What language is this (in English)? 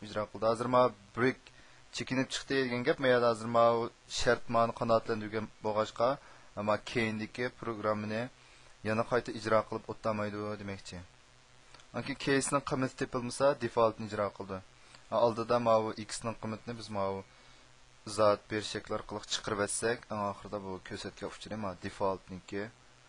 Uyghur